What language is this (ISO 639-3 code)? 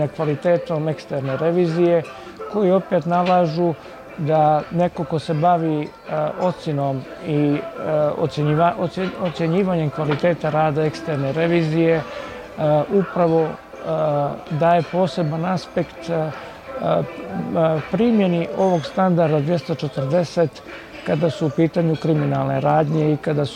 bos